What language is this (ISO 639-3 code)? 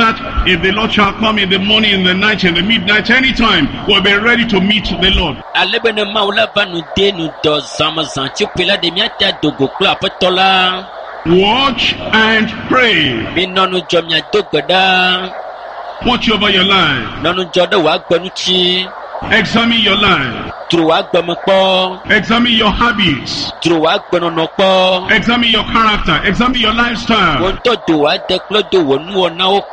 ewe